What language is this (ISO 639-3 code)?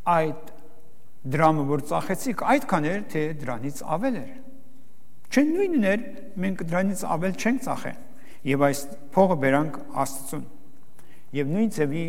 hye